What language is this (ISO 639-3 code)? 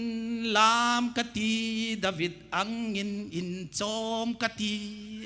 hmr